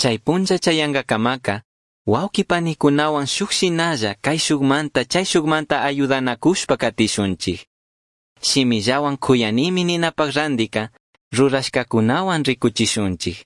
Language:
Chimborazo Highland Quichua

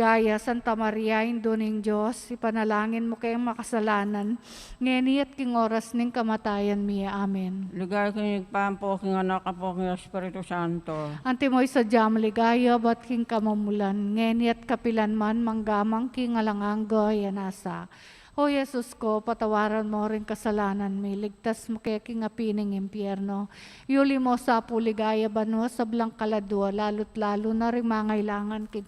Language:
Pampanga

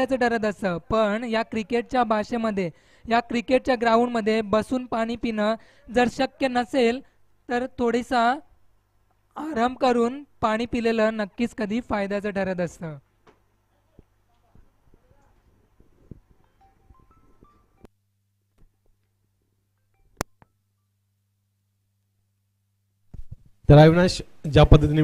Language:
Marathi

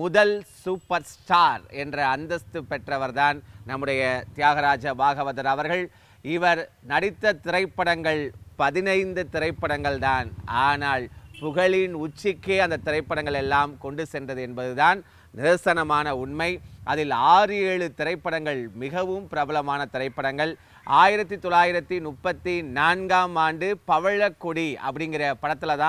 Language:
Tamil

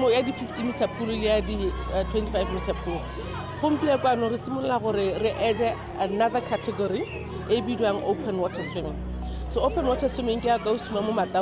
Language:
Tswana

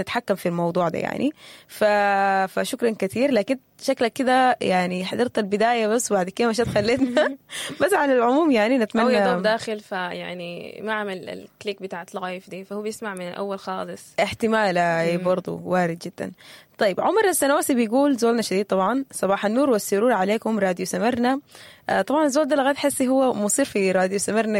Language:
Sudanese Arabic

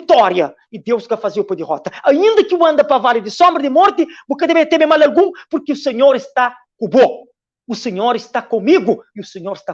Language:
Kabuverdianu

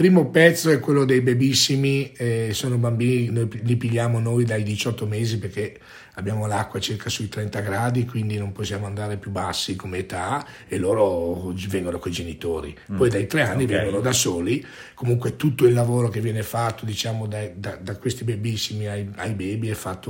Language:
Italian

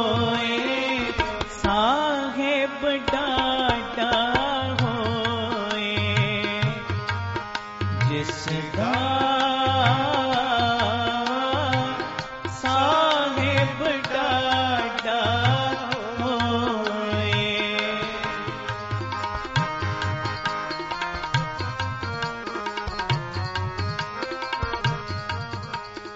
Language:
Punjabi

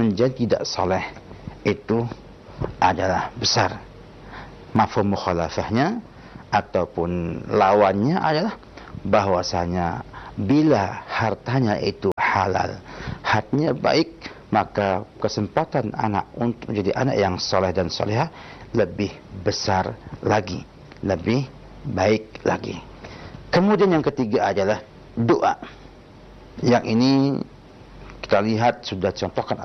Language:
Indonesian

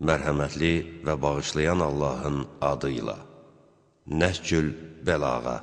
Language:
Azerbaijani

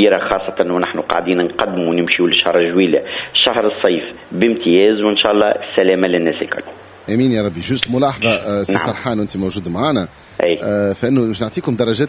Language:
Tunisian Arabic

